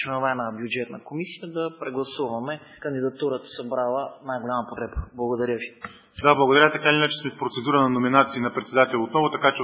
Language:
Bulgarian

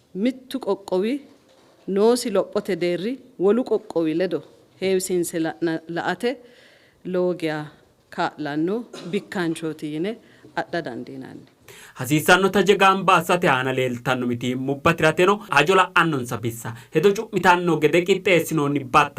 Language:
Sidamo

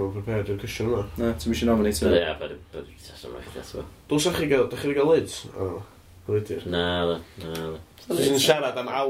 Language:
Welsh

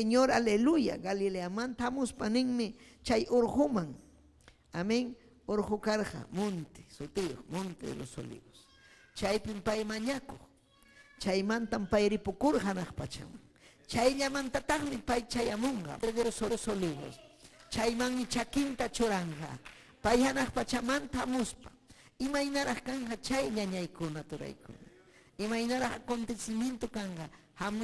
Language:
Ayacucho Quechua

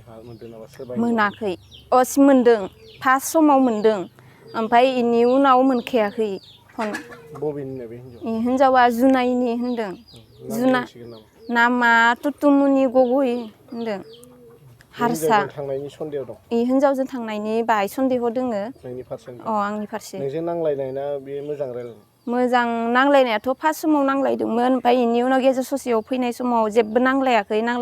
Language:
Bodo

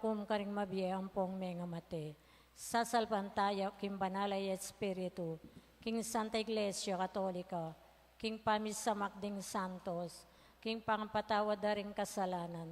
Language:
Pampanga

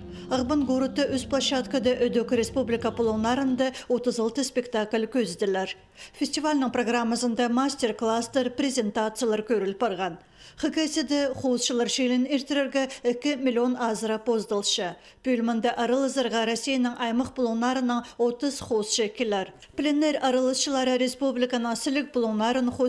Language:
Khakas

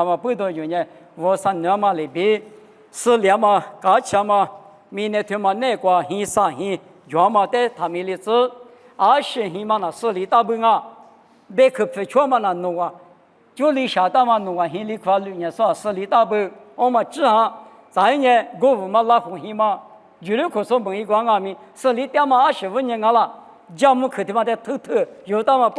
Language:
Lisu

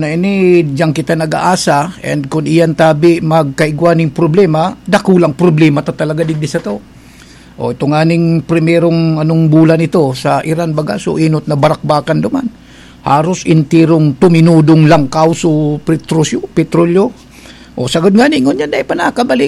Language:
Bikol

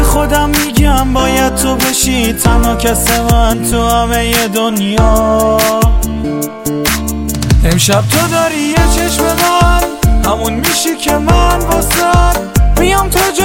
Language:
Persian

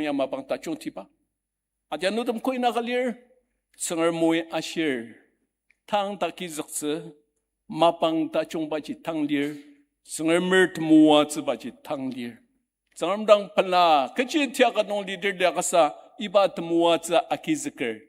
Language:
Ao Naga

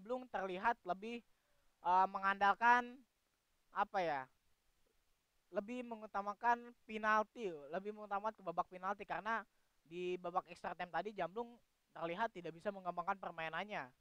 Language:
Indonesian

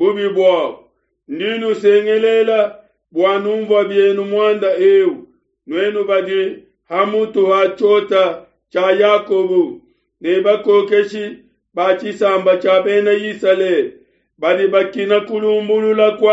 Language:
Luba-Lulua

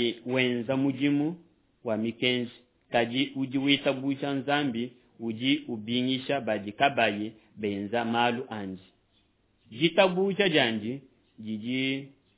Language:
Luba-Lulua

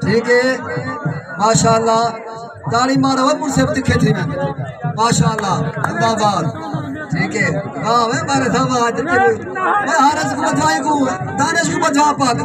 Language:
Saraiki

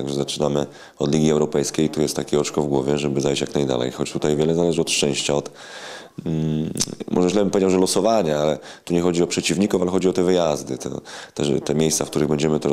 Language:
Polish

